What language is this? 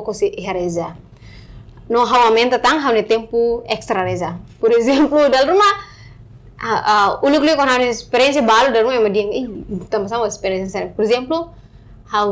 Tetum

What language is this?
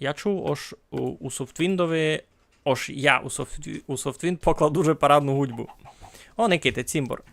Rusyn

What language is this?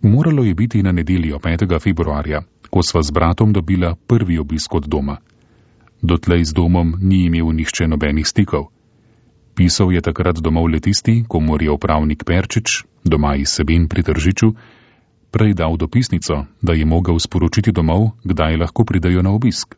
Slovenian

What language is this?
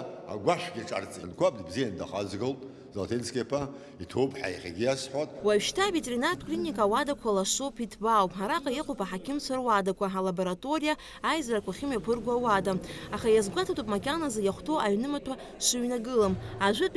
Abkhazian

